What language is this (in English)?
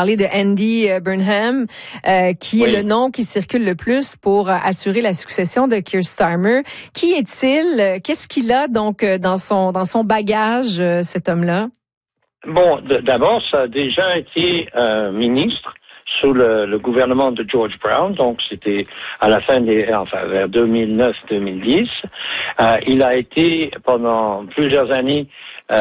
French